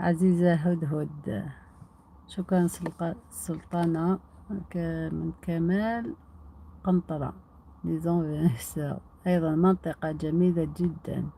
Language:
Algerian Arabic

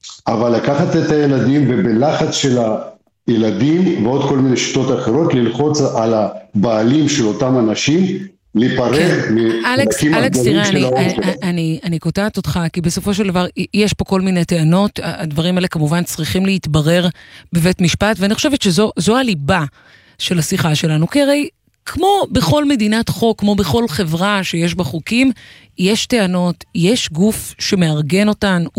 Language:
Hebrew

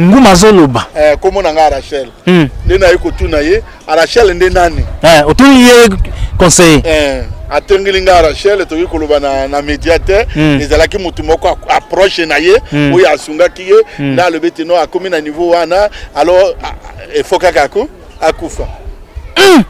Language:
Lingala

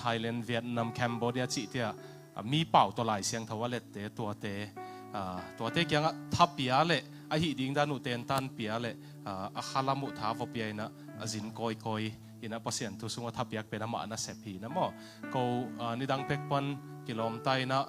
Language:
Tedim Chin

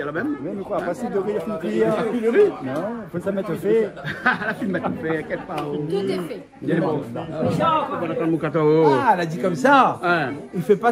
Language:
Réunion Creole French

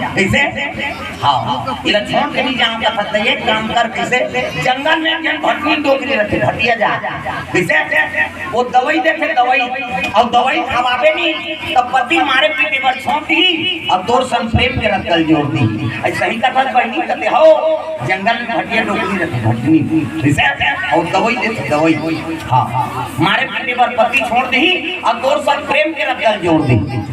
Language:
Chhattisgarhi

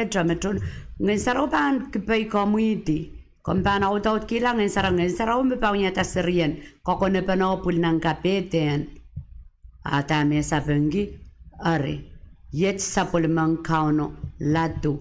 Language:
Pohnpeian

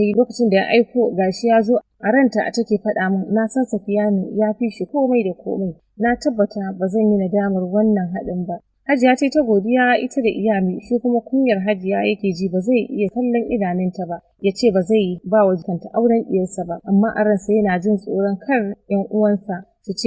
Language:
Hausa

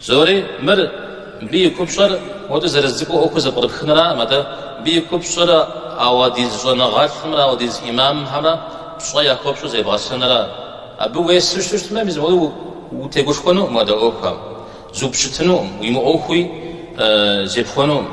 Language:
Kabardian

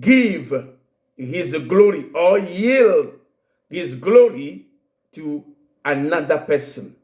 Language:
Ewe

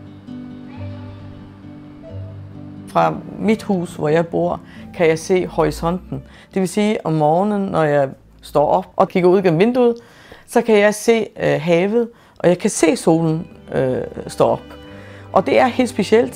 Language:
Danish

